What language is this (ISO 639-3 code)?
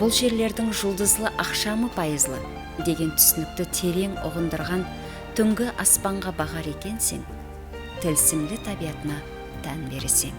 kaa